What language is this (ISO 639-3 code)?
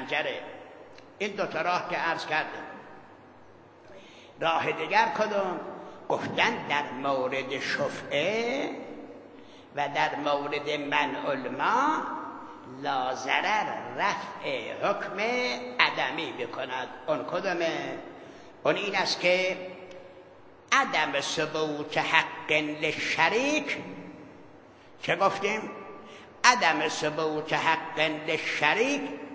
fas